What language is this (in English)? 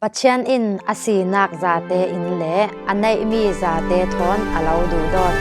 Falam Chin